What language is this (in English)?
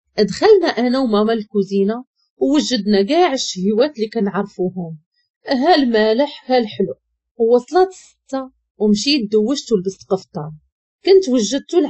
Moroccan Arabic